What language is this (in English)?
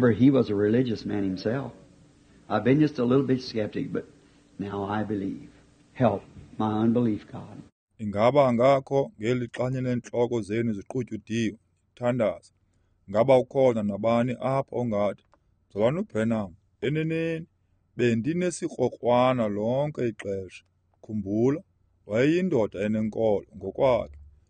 Xhosa